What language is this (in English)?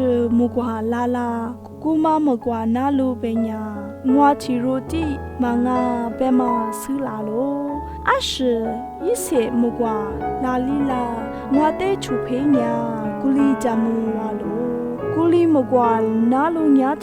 Lisu